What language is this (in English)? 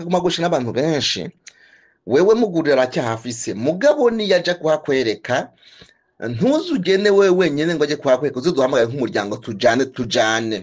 Rundi